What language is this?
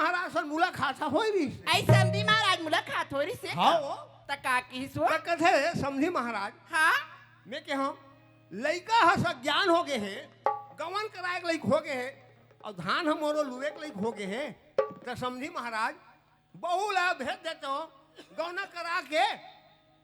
Chhattisgarhi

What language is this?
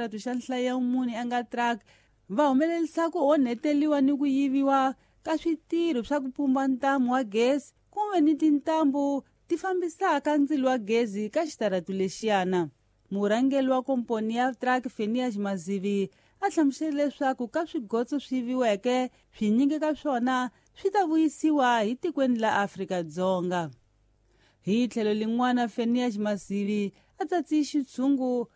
Tsonga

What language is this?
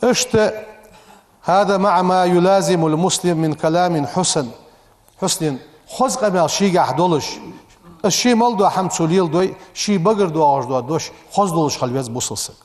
Ingush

